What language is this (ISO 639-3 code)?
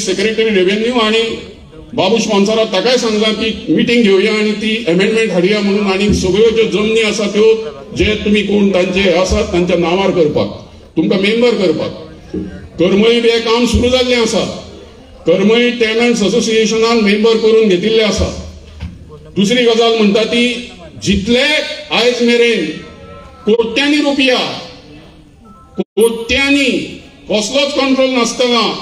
kok